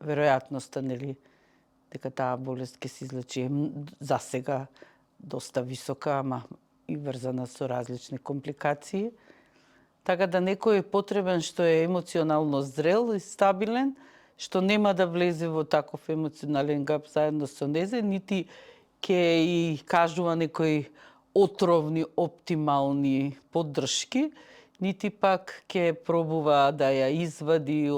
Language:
Macedonian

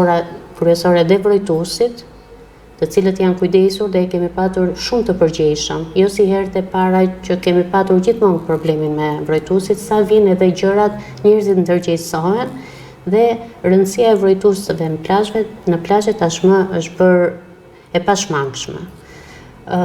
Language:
Albanian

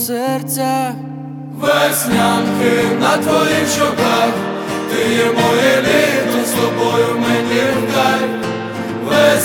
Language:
Ukrainian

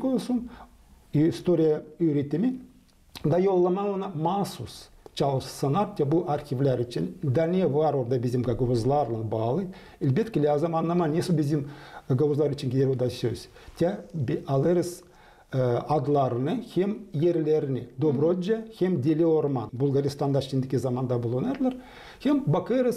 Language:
Gagauz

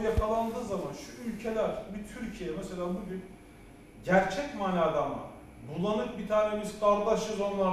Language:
Turkish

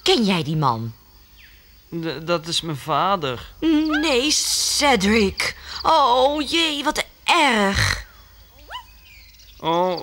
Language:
Dutch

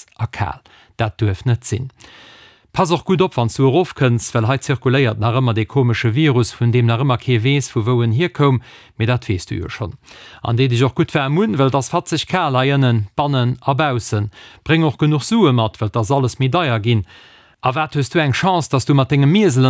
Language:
Luxembourgish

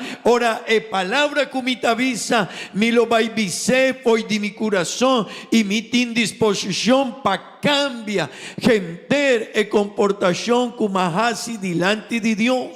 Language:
Papiamento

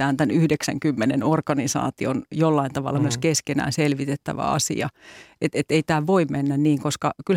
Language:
Finnish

